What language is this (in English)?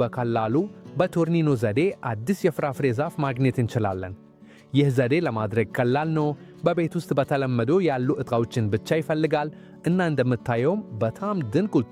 Amharic